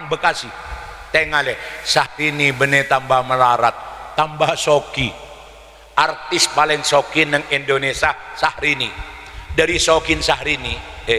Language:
Madurese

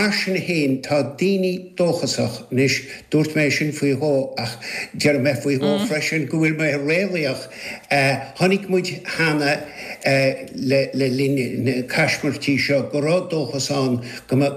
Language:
Irish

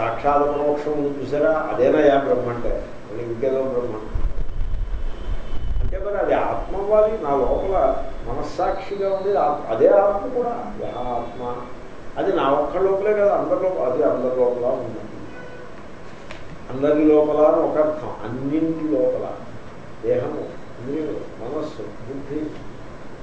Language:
Telugu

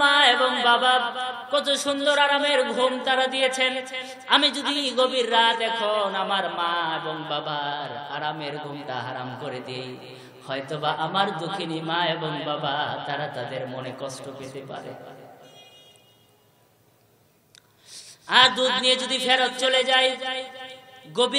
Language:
Bangla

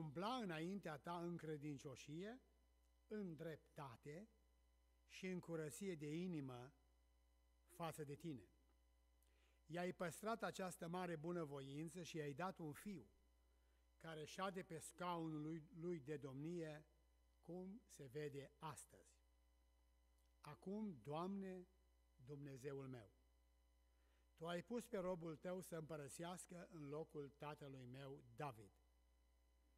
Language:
Romanian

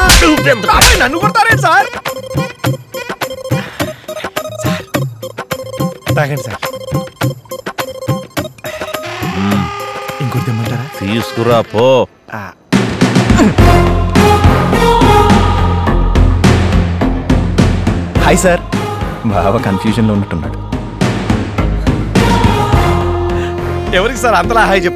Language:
Telugu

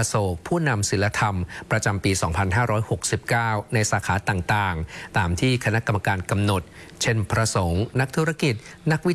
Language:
Thai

